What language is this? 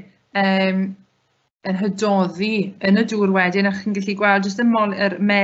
Welsh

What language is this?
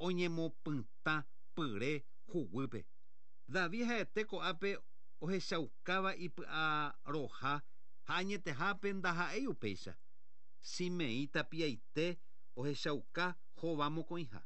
Guarani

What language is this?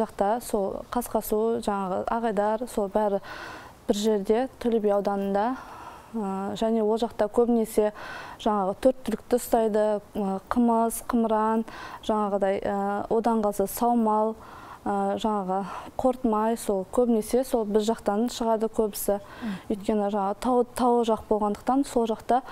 Kazakh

